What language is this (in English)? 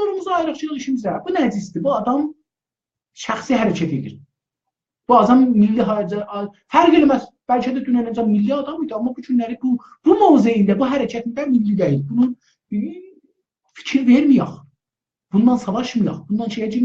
South Azerbaijani